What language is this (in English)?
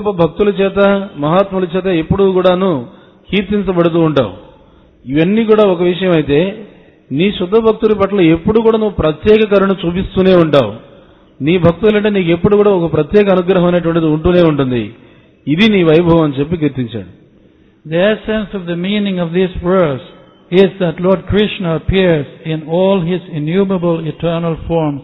Telugu